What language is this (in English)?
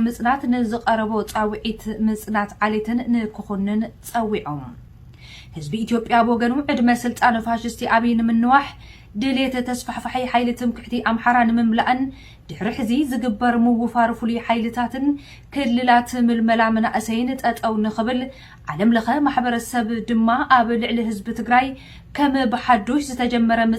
Tigrinya